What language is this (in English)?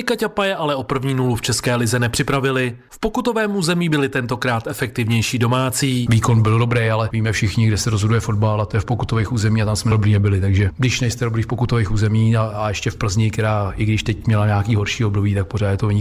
Czech